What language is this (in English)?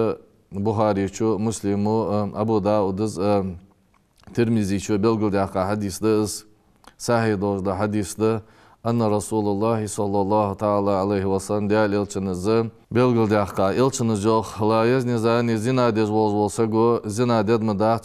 Ingush